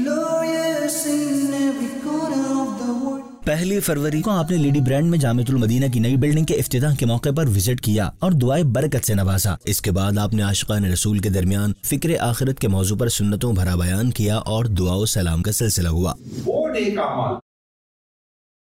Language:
Urdu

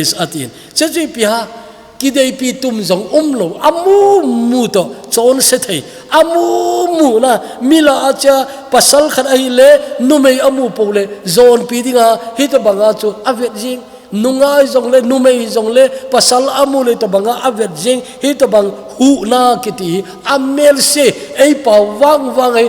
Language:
Thado Chin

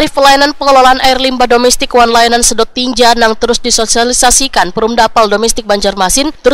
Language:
Banjar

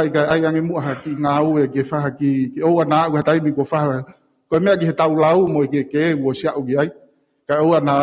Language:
Tongan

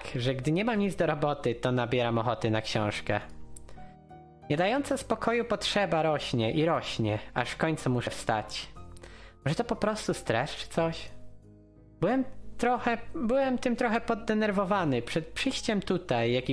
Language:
Polish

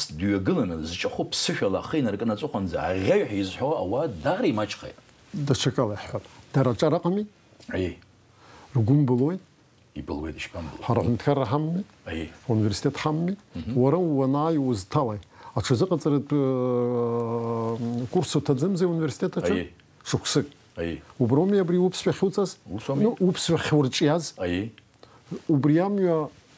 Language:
Abkhazian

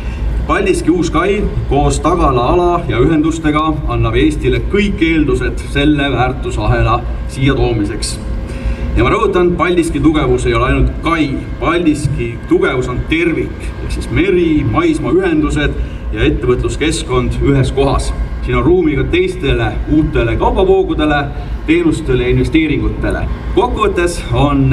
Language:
Estonian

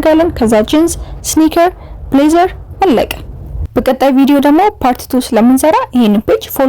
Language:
Amharic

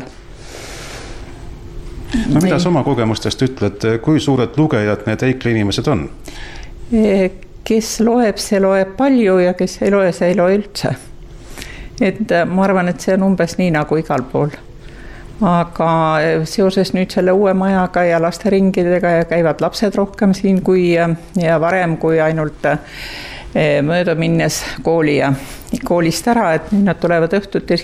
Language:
Estonian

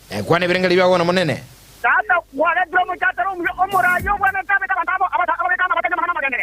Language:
Gusii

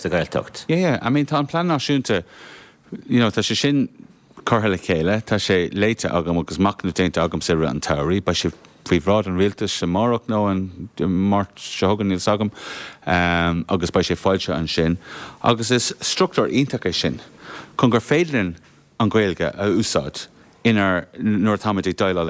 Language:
Irish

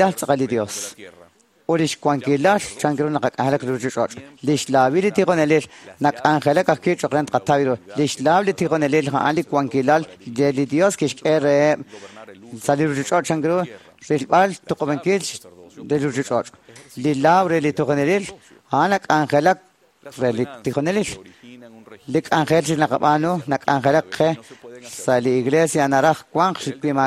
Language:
Kekchí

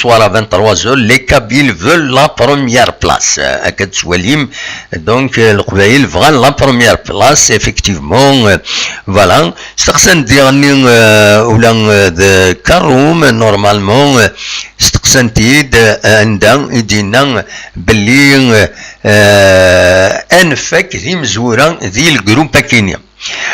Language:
Kabyle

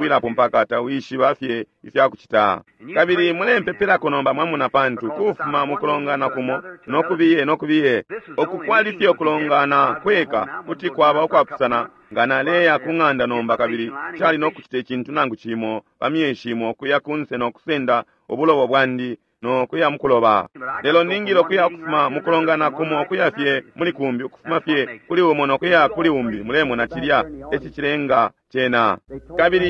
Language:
Bemba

